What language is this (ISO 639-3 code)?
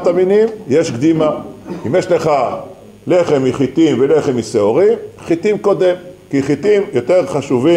heb